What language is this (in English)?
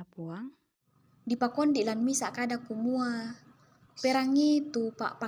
Toraja-Sa'dan